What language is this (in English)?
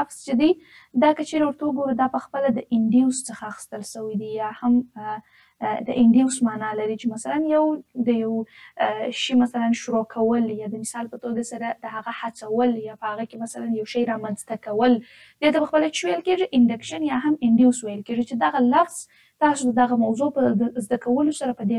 Pashto